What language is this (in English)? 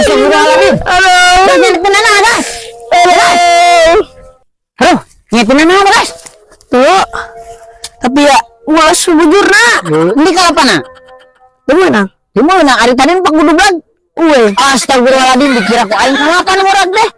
Sundanese